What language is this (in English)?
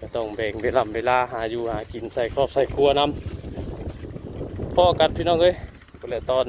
Northeastern Thai